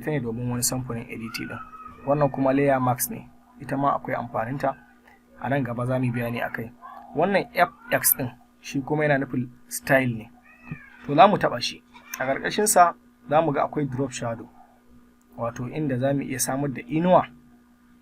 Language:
Hausa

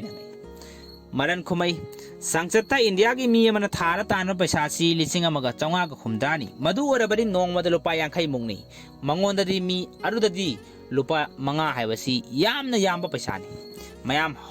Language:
Manipuri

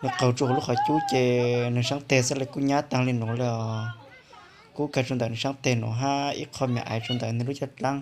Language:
Hmong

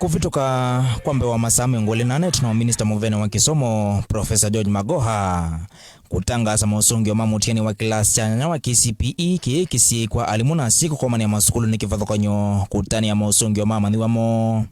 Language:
Kamba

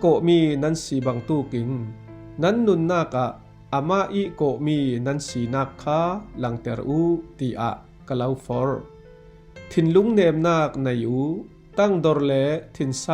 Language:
Falam Chin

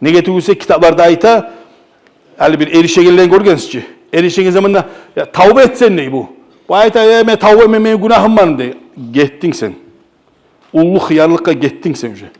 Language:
Kumyk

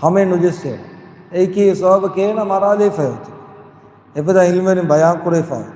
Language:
Divehi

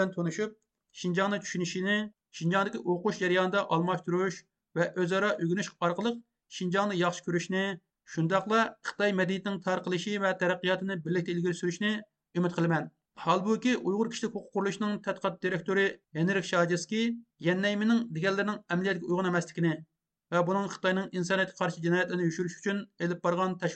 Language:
Uyghur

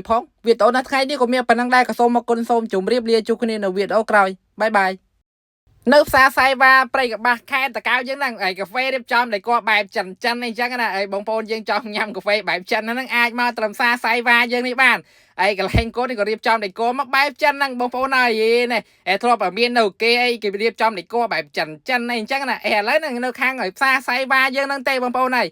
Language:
Khmer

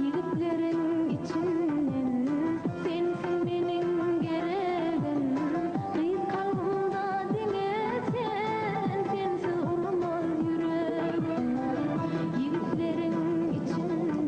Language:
Turkmen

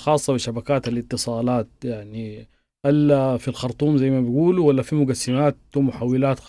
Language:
Sudanese Arabic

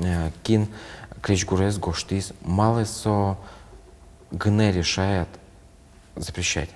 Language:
Udmurt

